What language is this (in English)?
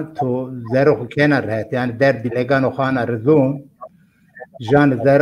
Zaza